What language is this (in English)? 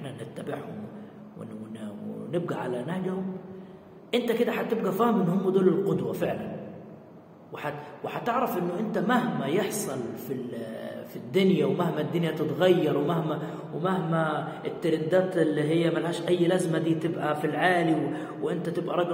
Egyptian Arabic